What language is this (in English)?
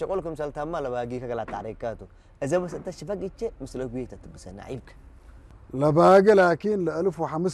Tigrinya